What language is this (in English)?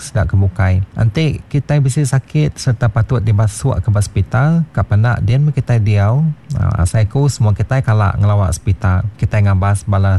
Iban